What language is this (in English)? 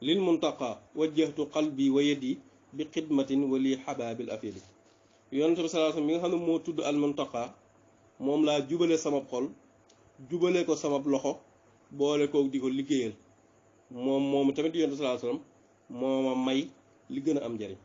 Wolof